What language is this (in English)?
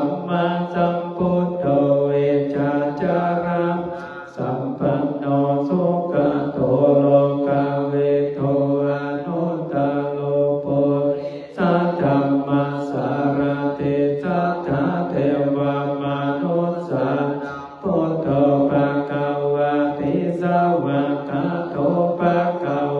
Pali